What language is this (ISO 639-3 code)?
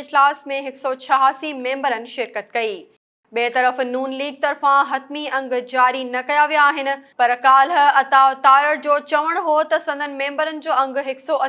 snd